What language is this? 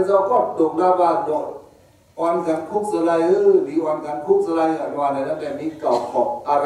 Shan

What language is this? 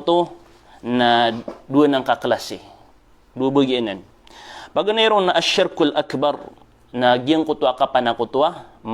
Maranao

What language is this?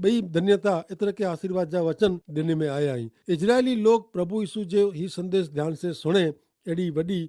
Kachhi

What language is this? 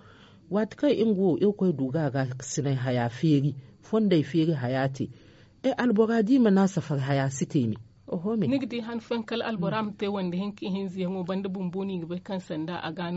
Zarma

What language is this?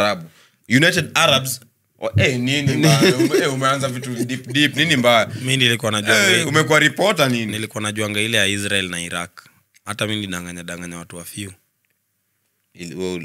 Swahili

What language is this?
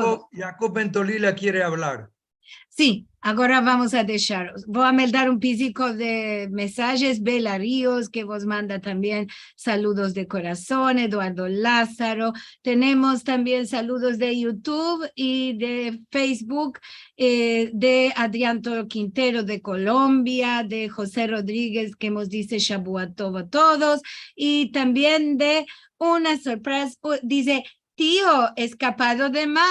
Ladino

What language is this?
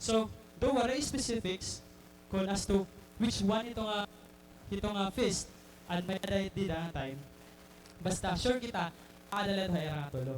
Waray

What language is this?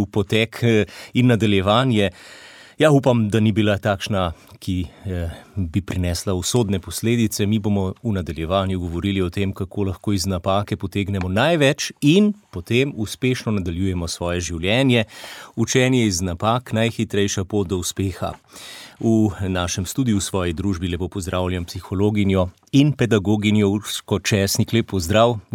Slovenian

